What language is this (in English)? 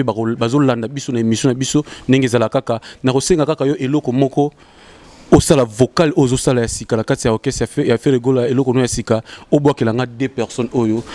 Lingala